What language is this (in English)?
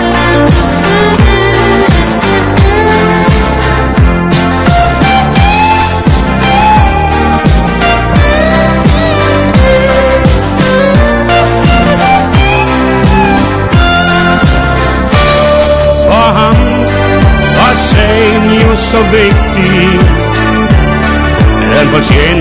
Danish